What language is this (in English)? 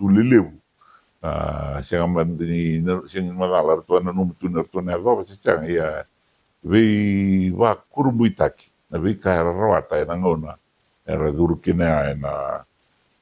Fijian